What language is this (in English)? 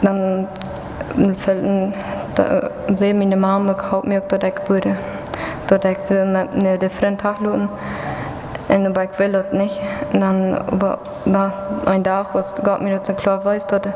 Plautdietsch